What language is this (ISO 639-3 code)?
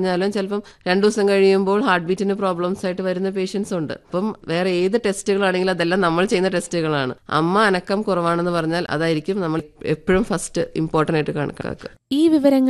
mal